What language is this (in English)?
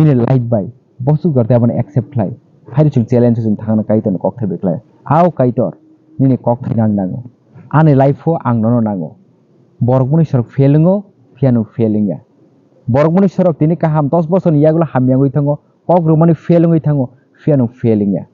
Kok Borok